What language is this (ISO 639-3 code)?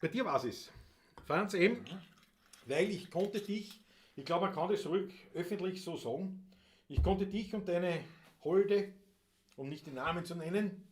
bar